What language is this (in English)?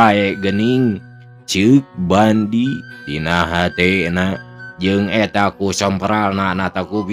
Sundanese